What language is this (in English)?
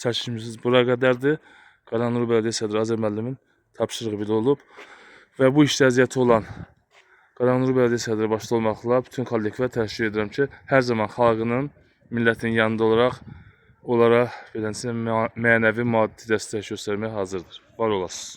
Azerbaijani